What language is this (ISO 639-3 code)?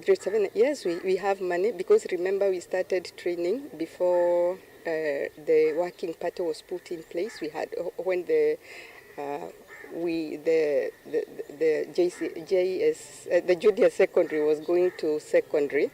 kam